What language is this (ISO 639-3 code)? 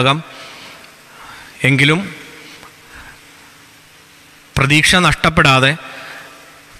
mal